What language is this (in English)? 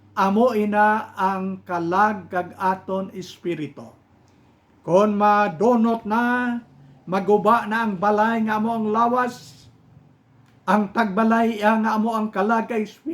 Hiligaynon